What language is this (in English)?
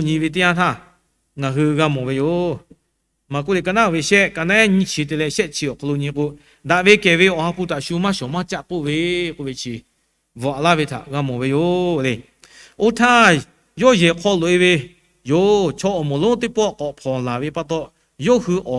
Lahu